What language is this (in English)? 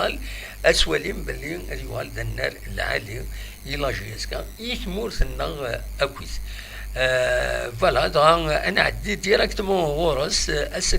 Kabyle